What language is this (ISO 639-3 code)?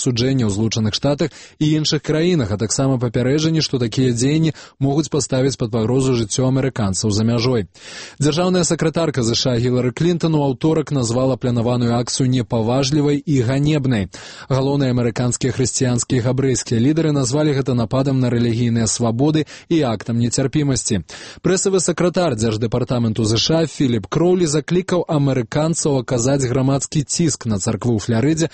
bel